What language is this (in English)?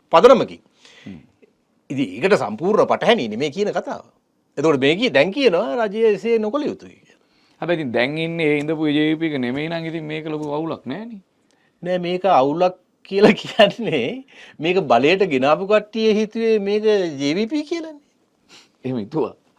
Sinhala